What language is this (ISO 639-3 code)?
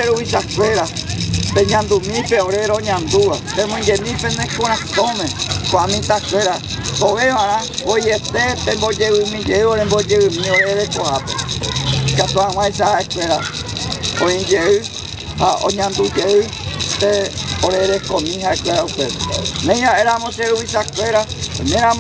grn